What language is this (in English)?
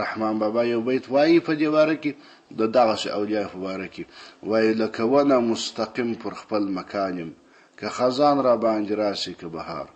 Pashto